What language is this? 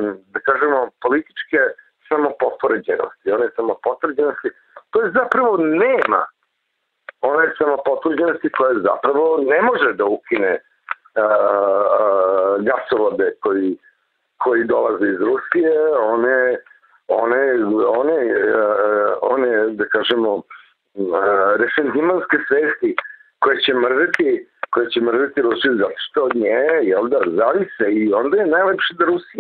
Serbian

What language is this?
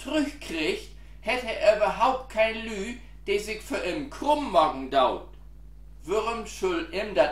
Low German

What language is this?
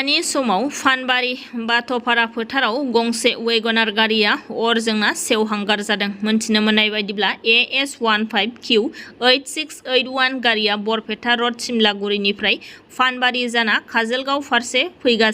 Bodo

